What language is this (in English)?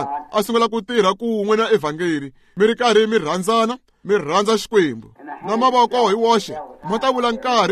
Tsonga